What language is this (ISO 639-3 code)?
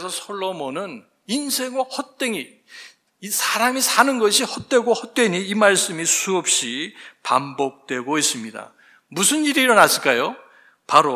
kor